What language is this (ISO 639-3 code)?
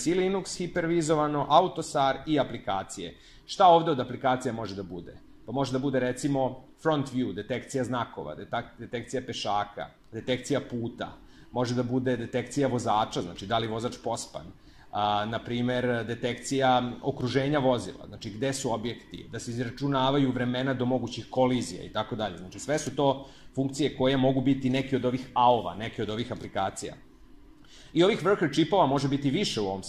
srp